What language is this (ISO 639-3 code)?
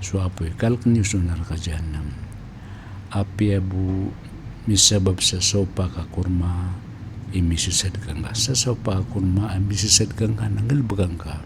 mrw